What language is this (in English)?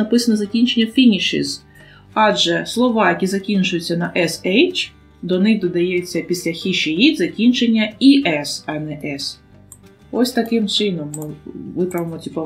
Ukrainian